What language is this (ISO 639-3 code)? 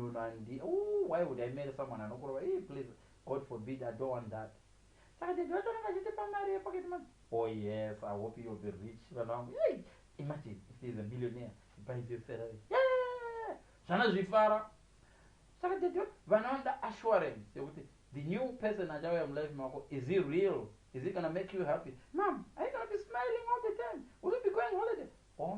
sna